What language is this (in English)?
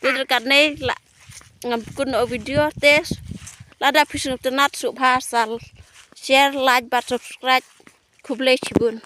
Khasi